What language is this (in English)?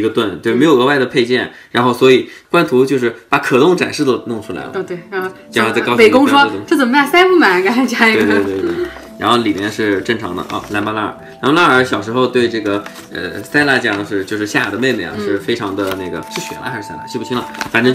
Chinese